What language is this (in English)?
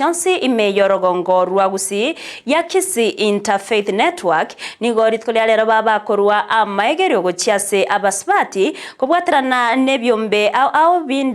Gusii